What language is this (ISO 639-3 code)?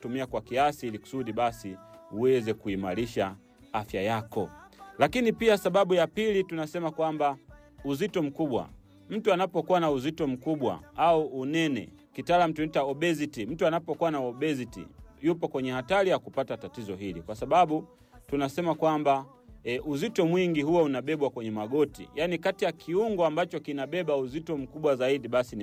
swa